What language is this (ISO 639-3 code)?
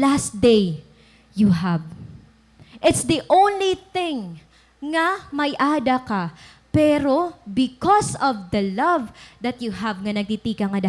war